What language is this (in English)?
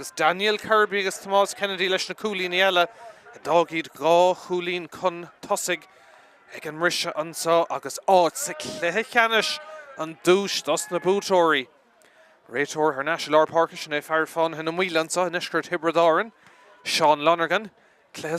Irish